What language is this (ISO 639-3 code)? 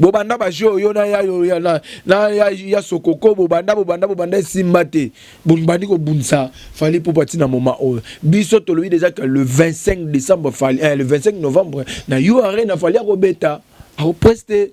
lin